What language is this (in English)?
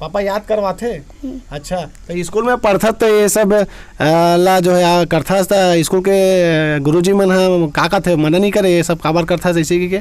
Chhattisgarhi